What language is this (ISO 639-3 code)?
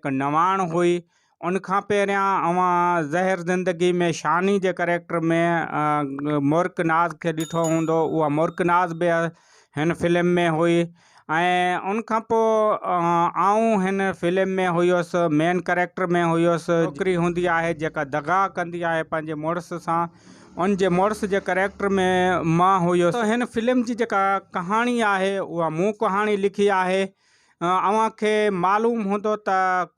snd